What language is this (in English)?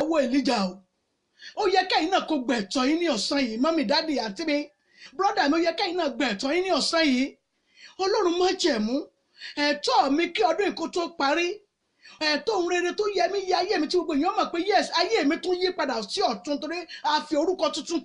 Yoruba